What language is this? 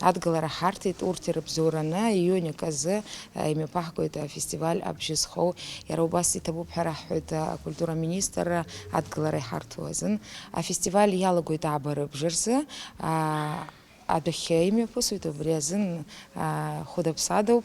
Abkhazian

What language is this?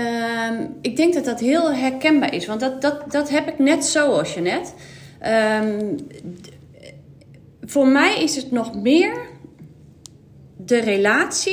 Dutch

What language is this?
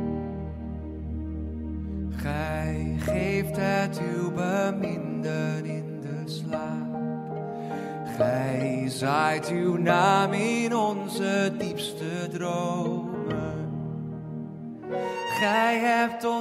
Dutch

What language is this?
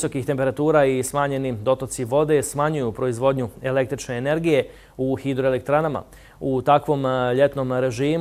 Bosnian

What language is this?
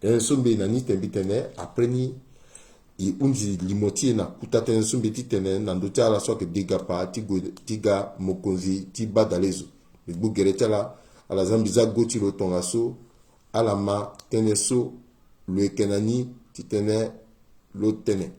Sango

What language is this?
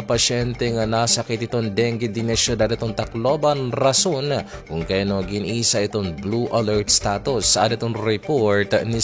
Waray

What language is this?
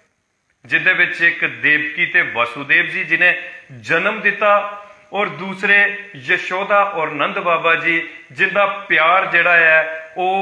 Dogri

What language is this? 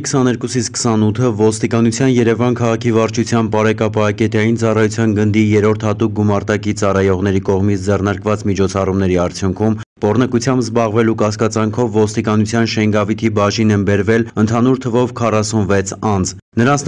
Armenian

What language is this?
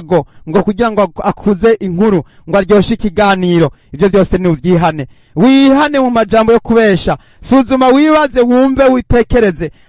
Rundi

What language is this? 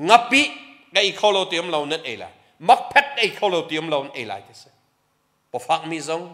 Hakha Chin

